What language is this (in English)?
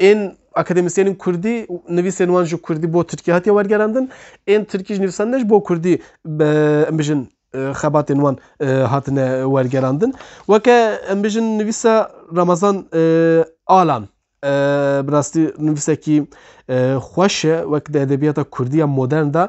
Kurdish